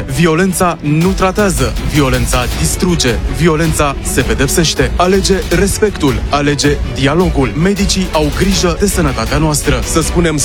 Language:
Romanian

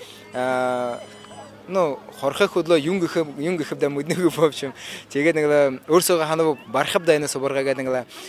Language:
Buriat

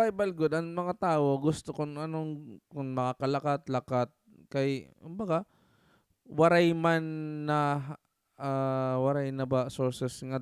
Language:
Waray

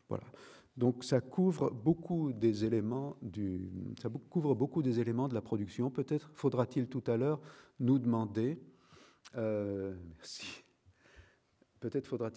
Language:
French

